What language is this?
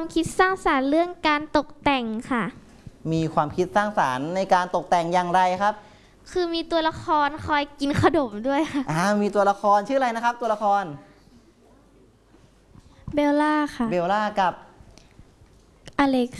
Thai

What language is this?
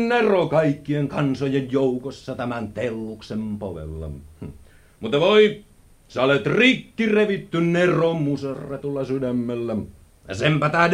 Finnish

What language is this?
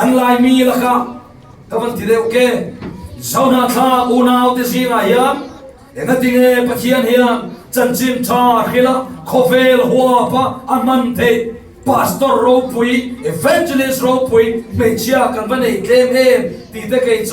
Falam Chin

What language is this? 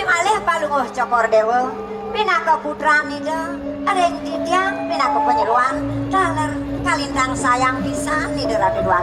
Balinese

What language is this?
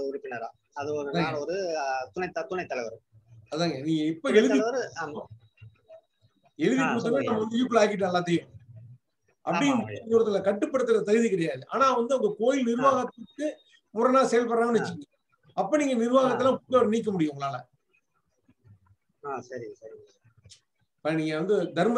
Tamil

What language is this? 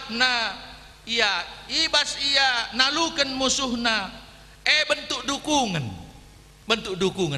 Batak Karo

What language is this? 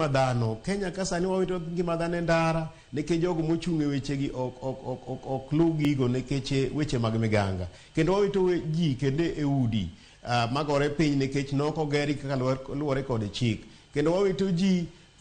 Luo (Kenya and Tanzania)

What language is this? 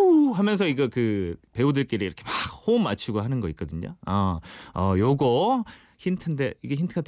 Korean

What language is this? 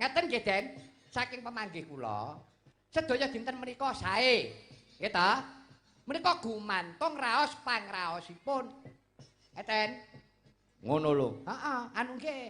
Javanese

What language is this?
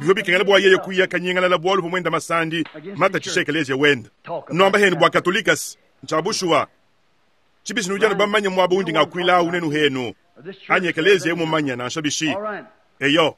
Luba-Lulua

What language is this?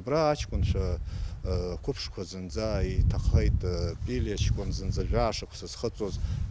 Abkhazian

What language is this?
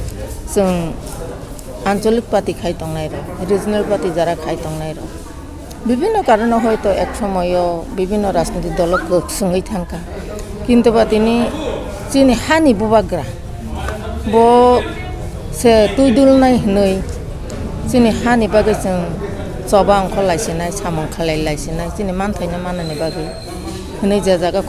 Kok Borok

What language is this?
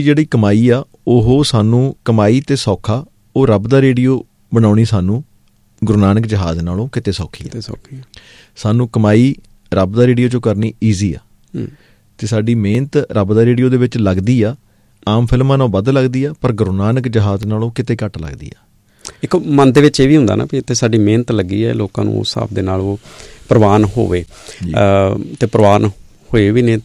Punjabi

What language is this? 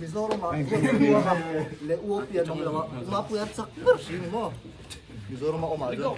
Mizo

